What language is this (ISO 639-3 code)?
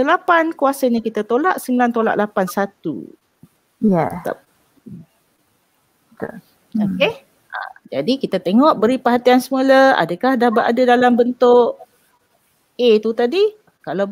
msa